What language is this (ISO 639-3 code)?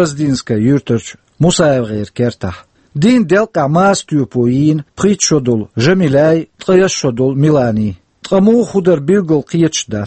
che